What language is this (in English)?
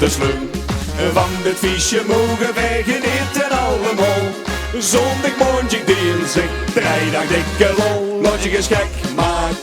Limburgish